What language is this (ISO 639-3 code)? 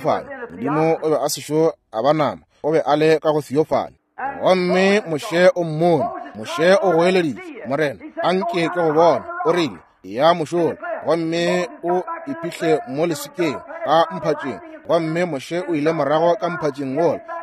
nso